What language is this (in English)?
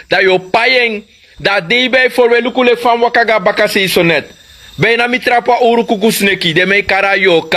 Sranan Tongo